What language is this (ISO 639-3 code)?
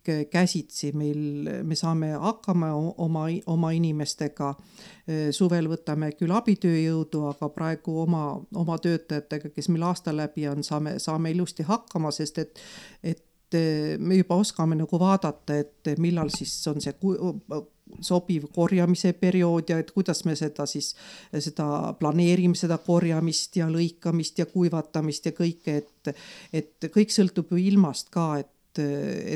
est